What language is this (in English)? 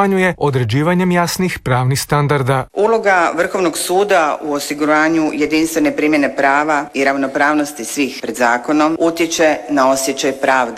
Croatian